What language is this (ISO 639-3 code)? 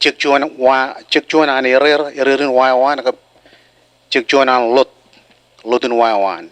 mah